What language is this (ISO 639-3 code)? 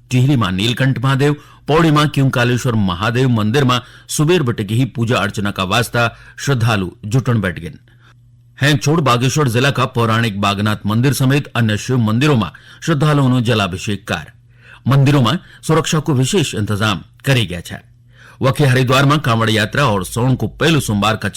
gbm